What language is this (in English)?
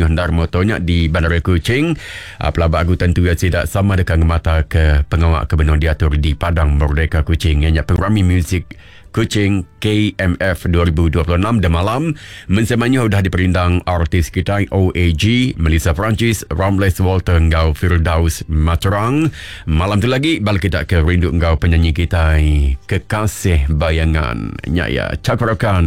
Iban